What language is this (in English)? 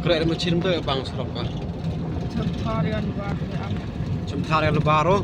Khasi